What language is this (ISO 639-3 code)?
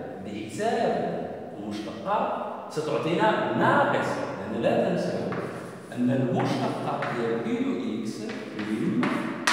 ary